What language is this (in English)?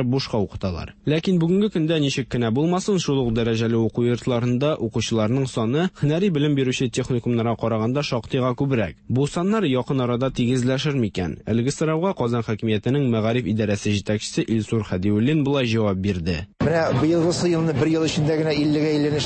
Tatar